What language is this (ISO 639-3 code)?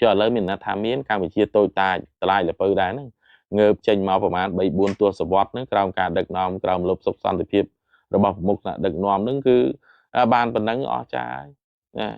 khm